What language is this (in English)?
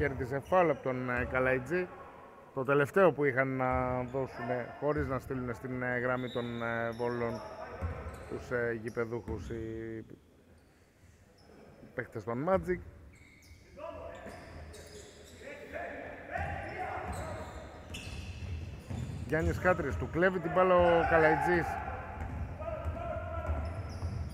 Greek